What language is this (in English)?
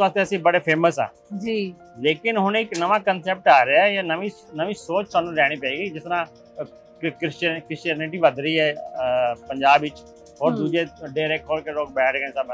Punjabi